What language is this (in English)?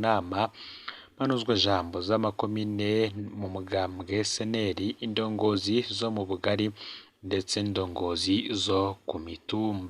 Rundi